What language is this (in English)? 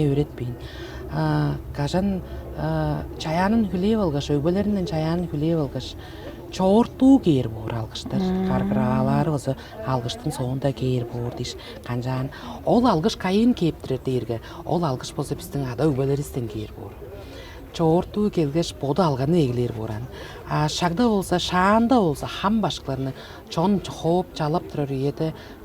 Tuvinian